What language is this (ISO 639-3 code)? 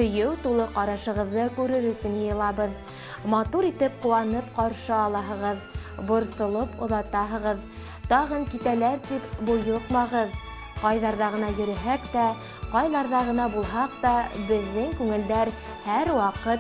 bak